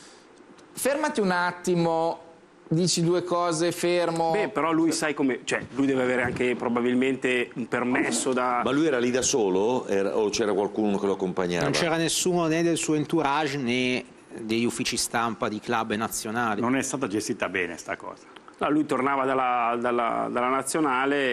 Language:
Italian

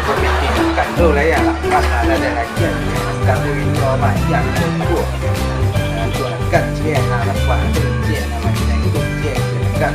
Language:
Minangkabau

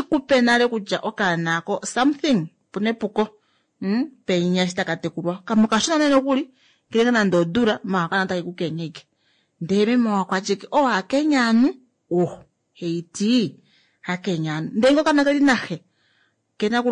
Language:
Kuanyama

